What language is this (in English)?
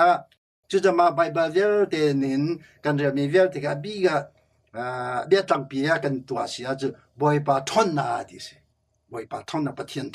Hakha Chin